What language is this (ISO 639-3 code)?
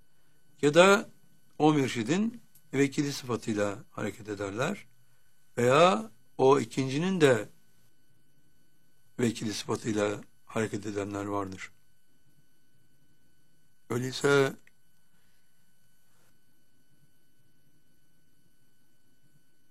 tur